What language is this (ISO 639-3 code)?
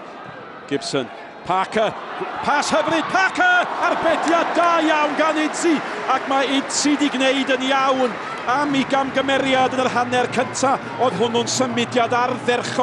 cym